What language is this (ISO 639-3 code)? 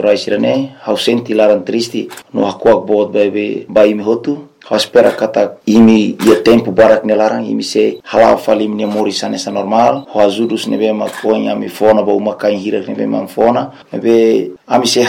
tet